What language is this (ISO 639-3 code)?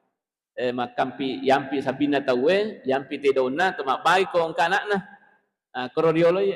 bug